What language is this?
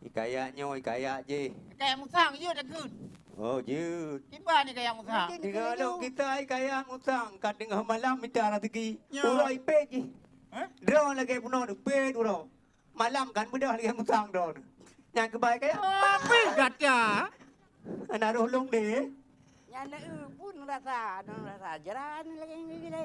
Achinese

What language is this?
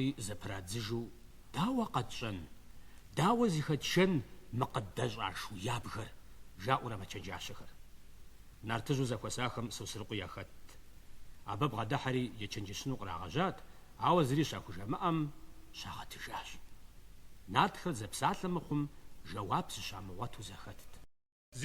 Kabardian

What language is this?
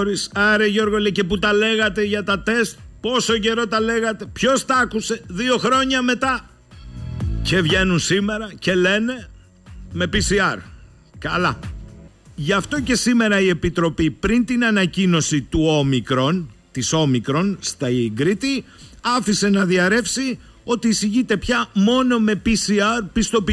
Greek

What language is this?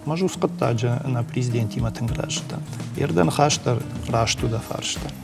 Ossetic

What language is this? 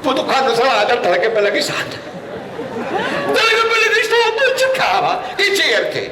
Sicilian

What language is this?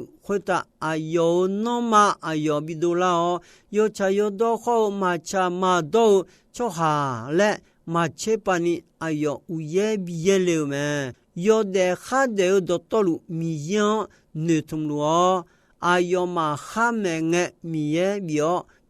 Akha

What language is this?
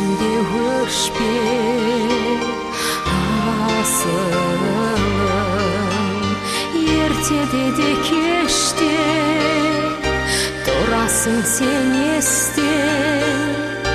Kazakh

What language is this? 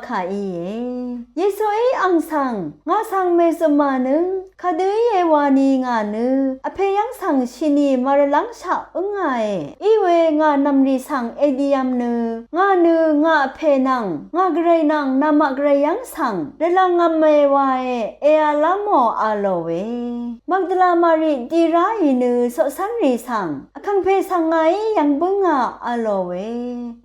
Rawang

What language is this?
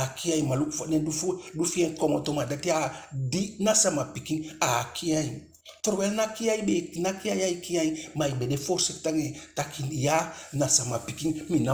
Eastern Maroon Creole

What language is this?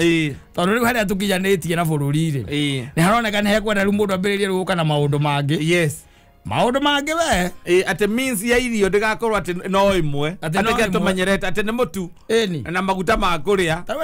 Kikuyu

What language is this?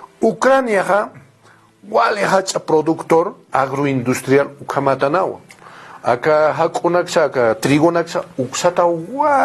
Aymara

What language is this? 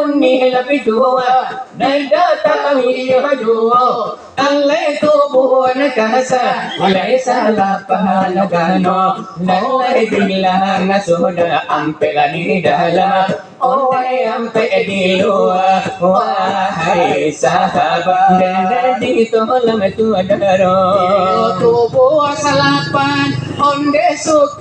Minangkabau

